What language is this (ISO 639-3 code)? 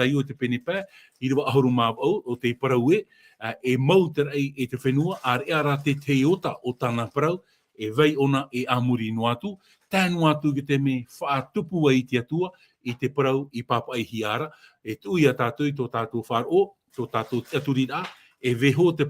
tah